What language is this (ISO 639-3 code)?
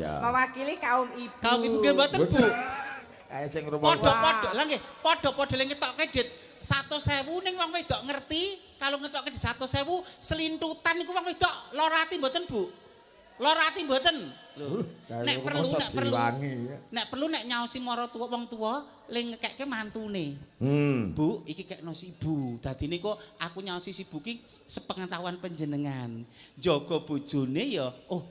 jav